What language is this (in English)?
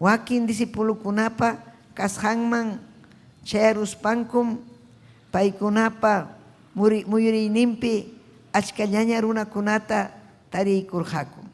Ayacucho Quechua